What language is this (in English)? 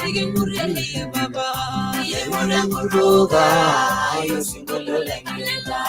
Masai